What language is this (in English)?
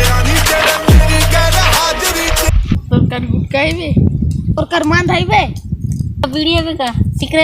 Chhattisgarhi